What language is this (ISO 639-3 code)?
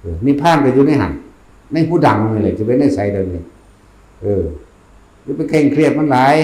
tts